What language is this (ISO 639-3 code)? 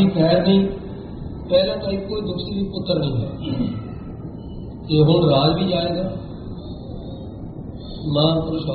pan